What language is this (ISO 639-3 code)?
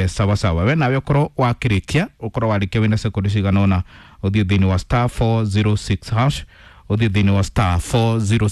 kik